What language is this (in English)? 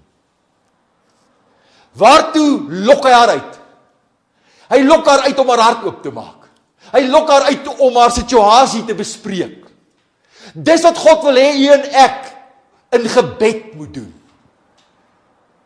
Afrikaans